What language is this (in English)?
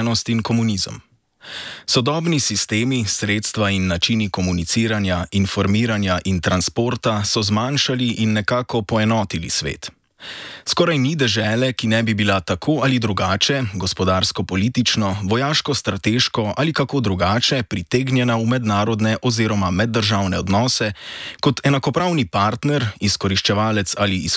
Slovenian